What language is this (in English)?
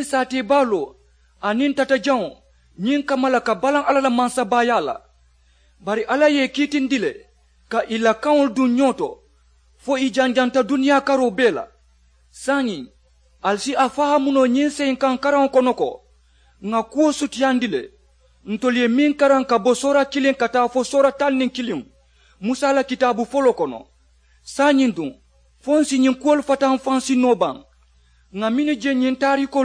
Mandingo